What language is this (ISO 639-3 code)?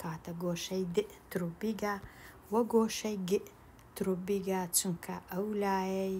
ckb